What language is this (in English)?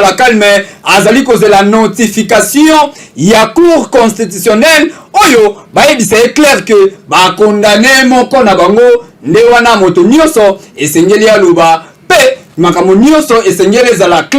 Lingala